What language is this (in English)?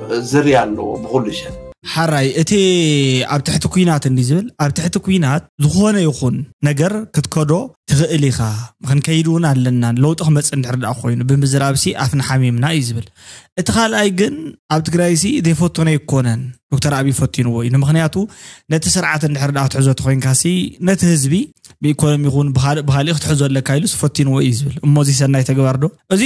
Tigrinya